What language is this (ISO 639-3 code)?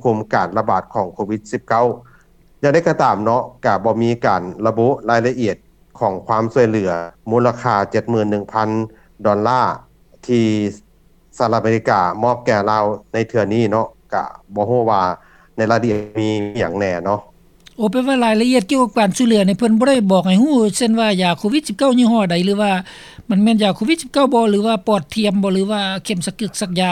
lao